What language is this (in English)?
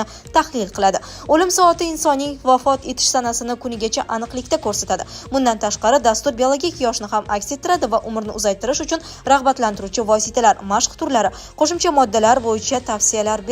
Uzbek